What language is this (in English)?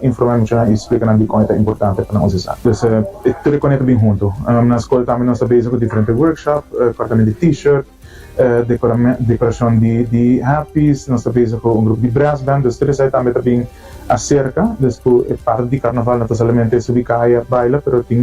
Papiamento